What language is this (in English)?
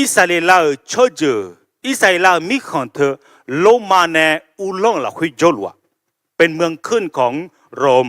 Akha